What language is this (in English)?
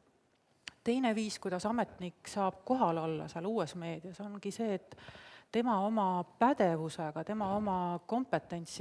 Estonian